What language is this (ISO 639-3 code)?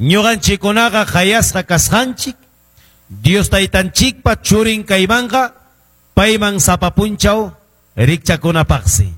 que